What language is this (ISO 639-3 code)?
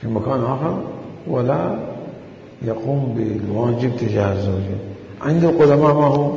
acm